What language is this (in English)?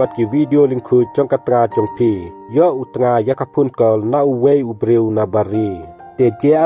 Khasi